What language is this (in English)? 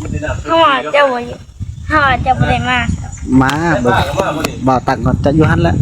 Northeastern Thai